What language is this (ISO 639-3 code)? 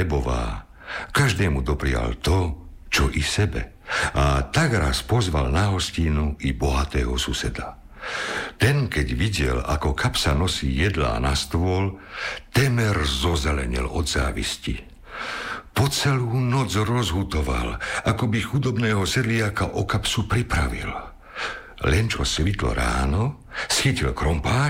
slk